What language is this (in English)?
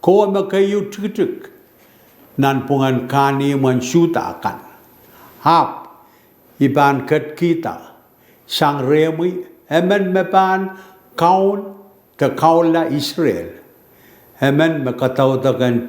Pohnpeian